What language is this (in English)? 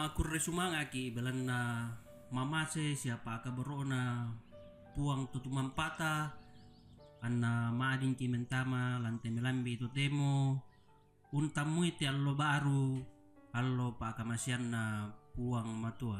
Toraja-Sa'dan